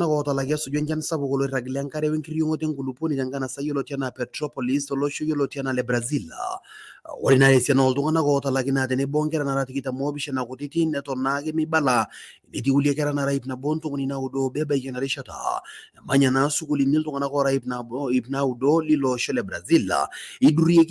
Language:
Masai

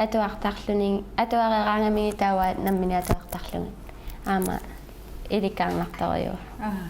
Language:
Kalaallisut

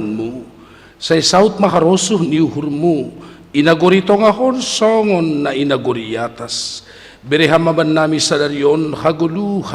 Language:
Batak Simalungun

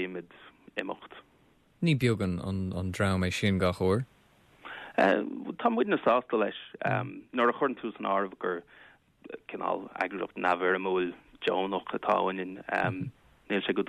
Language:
Irish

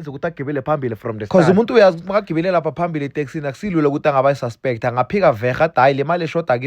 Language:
Zulu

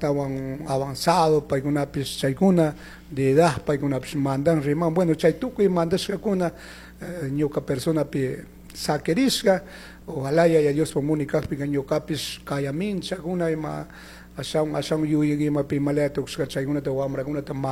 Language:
Chimborazo Highland Quichua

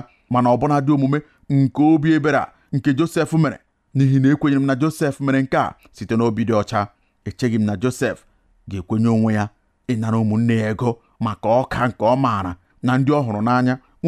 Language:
Igbo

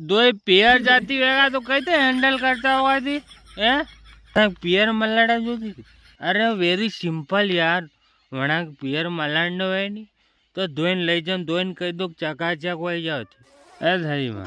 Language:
Rajasthani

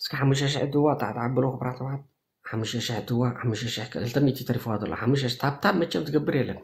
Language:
Tigrinya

